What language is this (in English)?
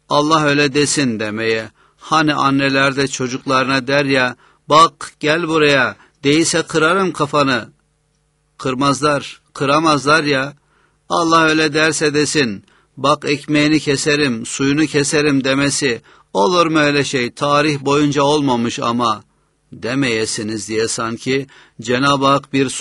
Turkish